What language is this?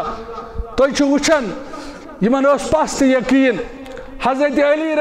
Kashmiri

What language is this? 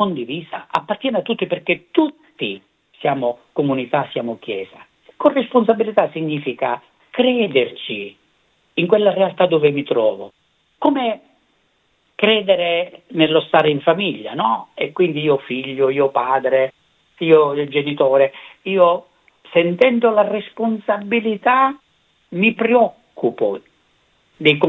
Italian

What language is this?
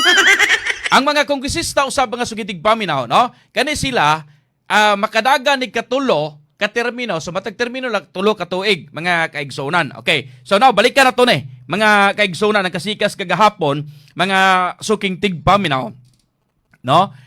Cebuano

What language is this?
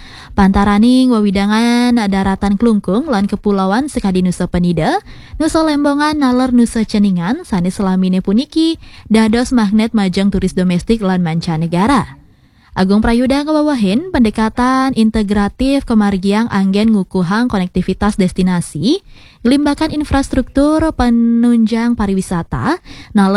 Balinese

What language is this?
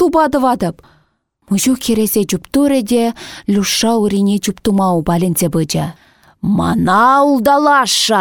Chuvash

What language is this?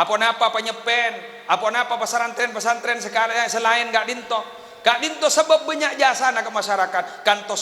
Madurese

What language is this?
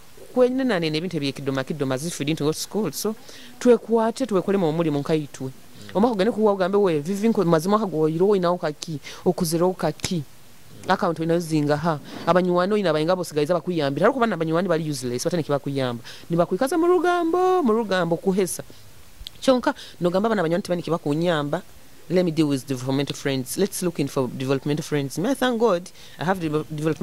Nyoro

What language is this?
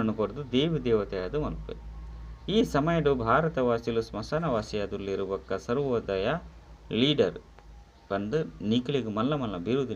Tulu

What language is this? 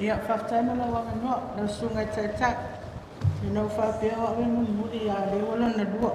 Samoan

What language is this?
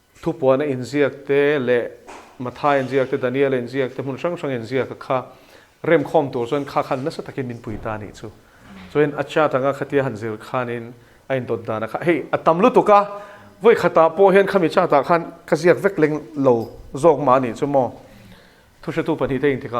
Mizo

